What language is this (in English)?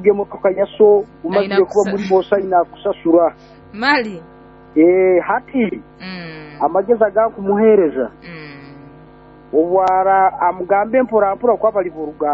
Nyoro